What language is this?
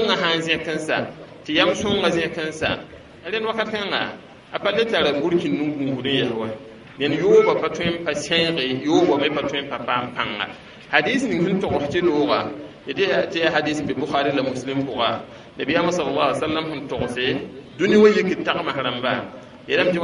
Mossi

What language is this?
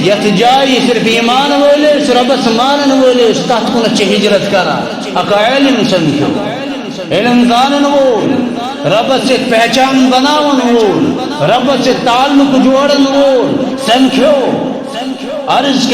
Kashmiri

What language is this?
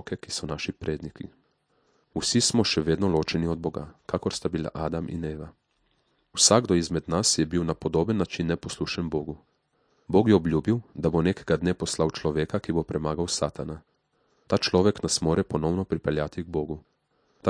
Slovenian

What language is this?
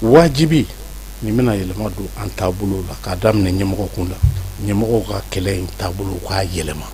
Bambara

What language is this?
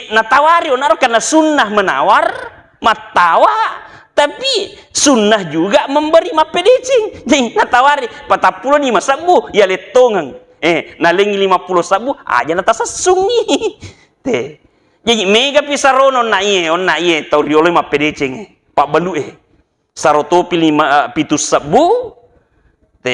Buginese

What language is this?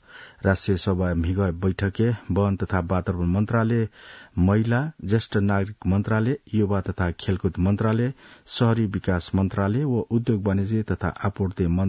Newari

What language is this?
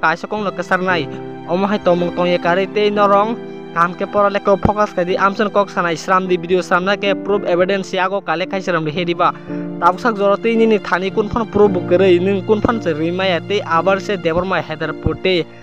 Kok Borok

